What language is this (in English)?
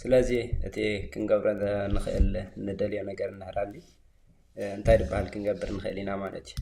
Tigrinya